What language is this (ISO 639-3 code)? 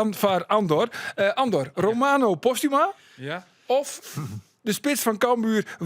fry